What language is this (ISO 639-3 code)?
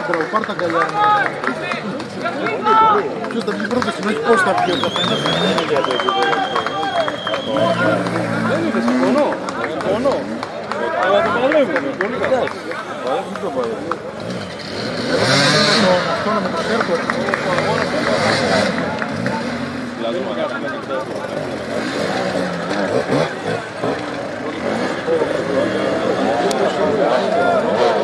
ell